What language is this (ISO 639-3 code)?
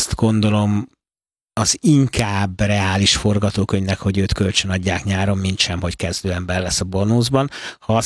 hun